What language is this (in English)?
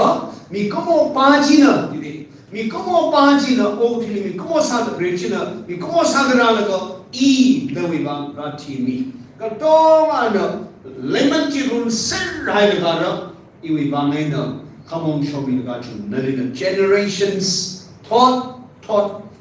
Tangkhul Naga (India)